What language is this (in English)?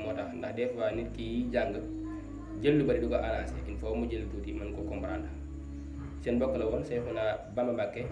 Wolof